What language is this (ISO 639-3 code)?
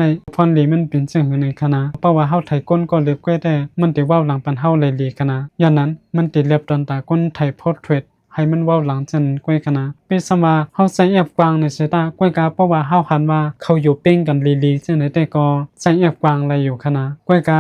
shn